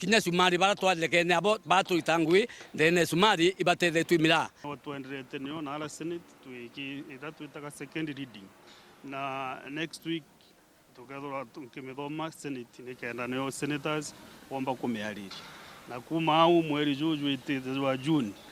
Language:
Meru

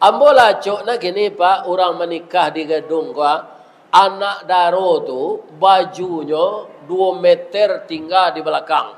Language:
Minangkabau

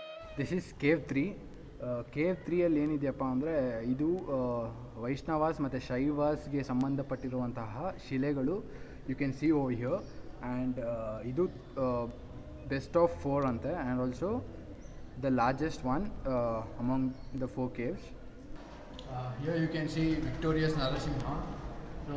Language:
Kannada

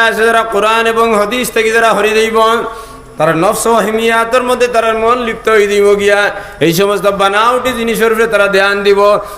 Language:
Sylheti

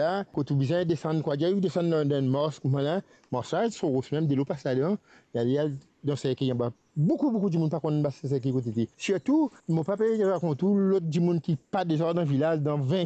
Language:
Morisyen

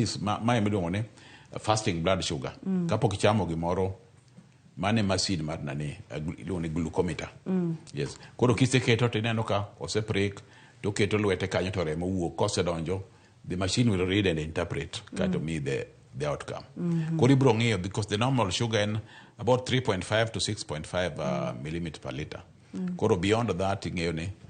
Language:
Luo (Kenya and Tanzania)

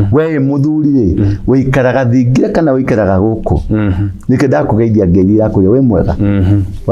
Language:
Kikuyu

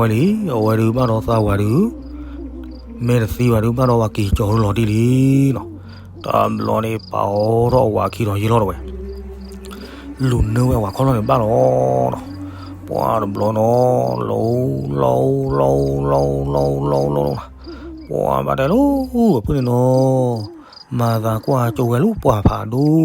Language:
S'gaw Karen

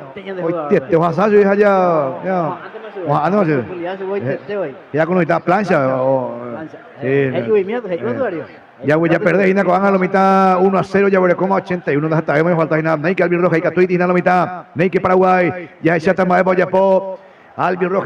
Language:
Guarani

